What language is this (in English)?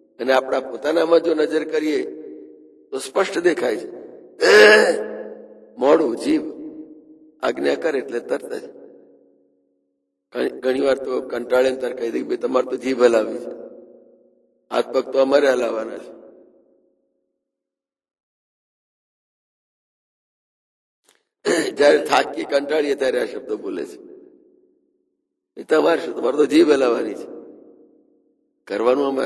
Gujarati